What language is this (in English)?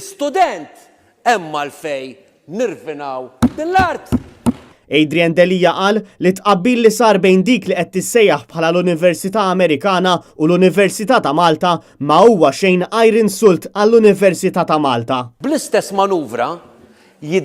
Maltese